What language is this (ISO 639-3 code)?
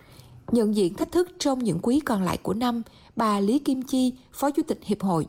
vie